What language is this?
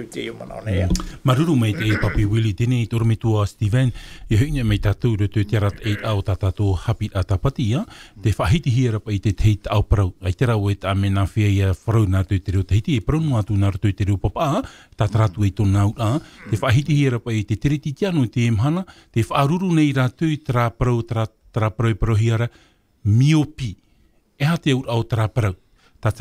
Tahitian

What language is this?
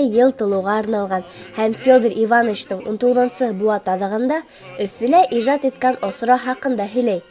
Bashkir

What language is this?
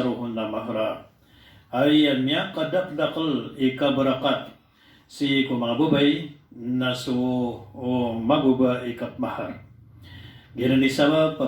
Maranao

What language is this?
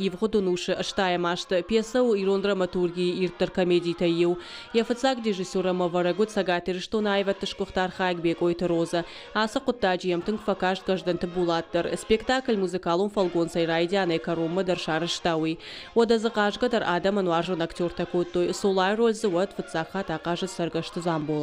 Ossetic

